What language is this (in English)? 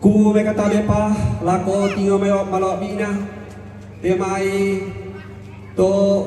Toraja-Sa'dan